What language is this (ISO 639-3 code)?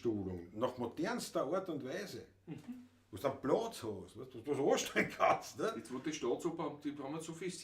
bar